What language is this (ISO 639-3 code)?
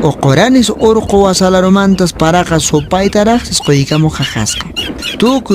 que